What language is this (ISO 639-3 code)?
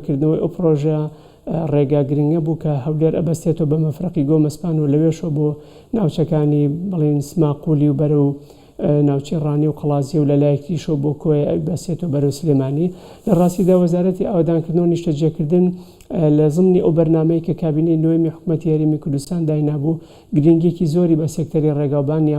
ckb